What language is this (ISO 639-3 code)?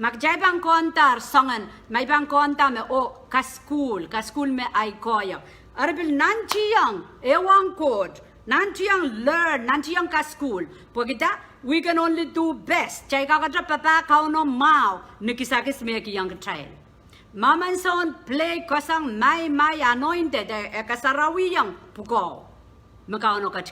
pon